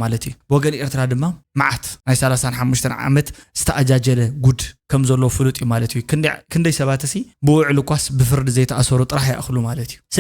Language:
Tigrinya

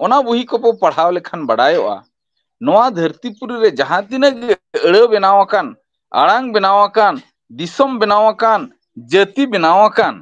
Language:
Santali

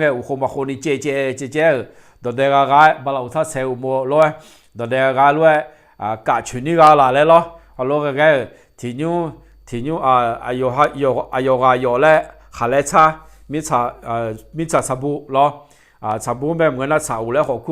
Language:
Akha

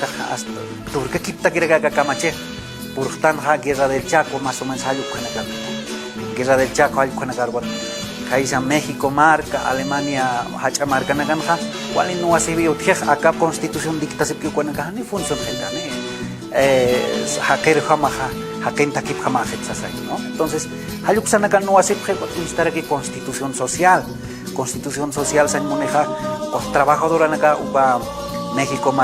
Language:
Aymara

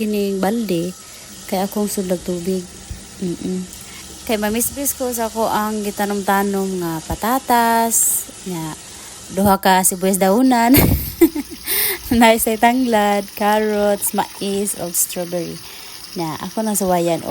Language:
Cebuano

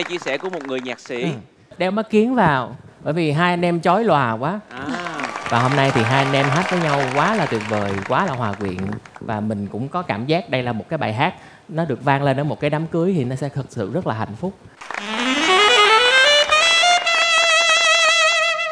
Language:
Vietnamese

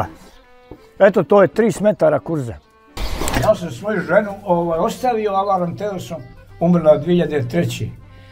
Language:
Bosnian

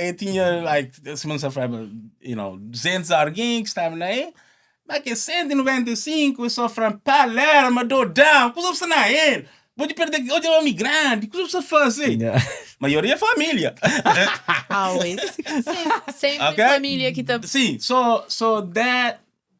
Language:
Kabuverdianu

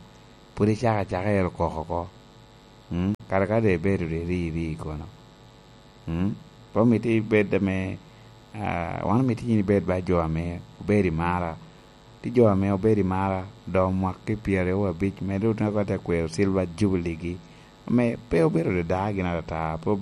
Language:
Lango (Uganda)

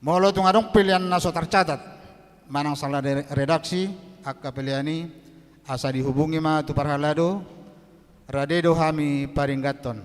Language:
Batak Toba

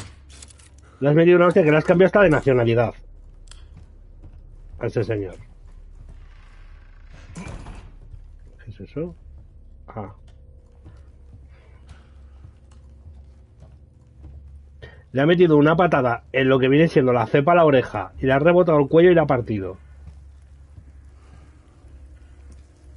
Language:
Spanish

